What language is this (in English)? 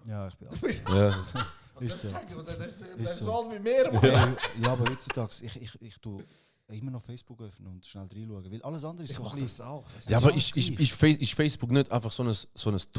Swiss German